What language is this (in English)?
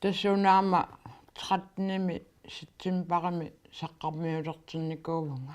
Kalaallisut